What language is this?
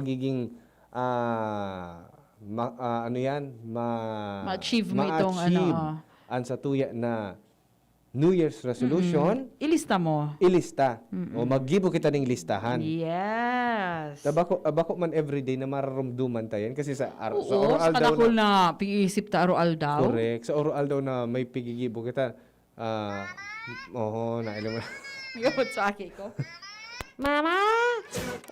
Bikol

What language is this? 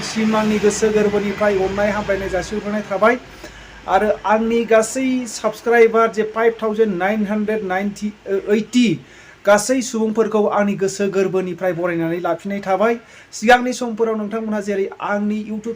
Bodo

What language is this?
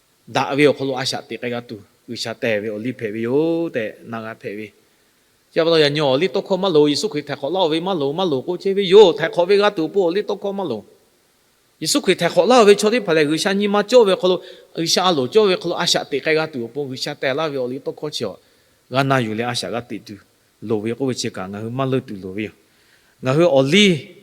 Lahu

